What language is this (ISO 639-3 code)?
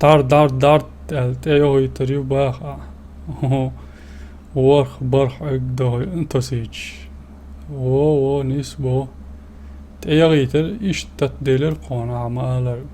che